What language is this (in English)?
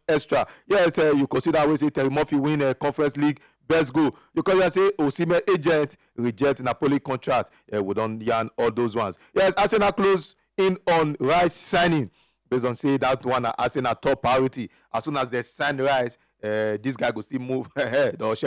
Nigerian Pidgin